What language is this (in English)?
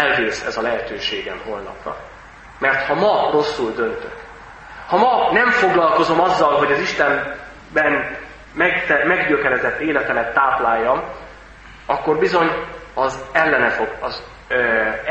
Hungarian